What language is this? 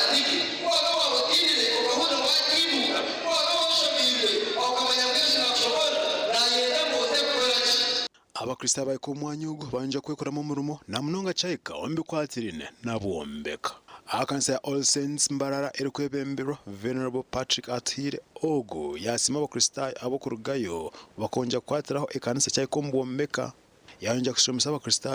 Nyankole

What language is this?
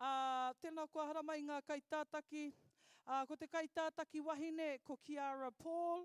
Māori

